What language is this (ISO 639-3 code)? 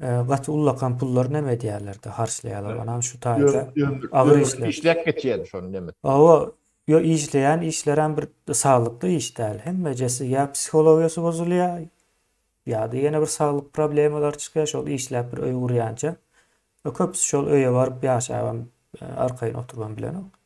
tuk